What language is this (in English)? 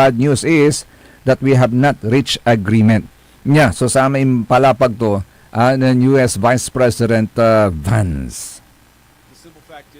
Pangasinan